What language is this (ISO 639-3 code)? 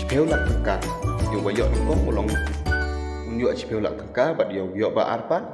kha